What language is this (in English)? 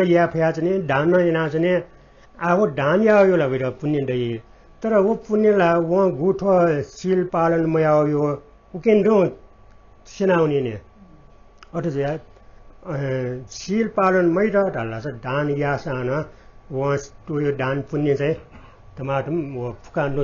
Newari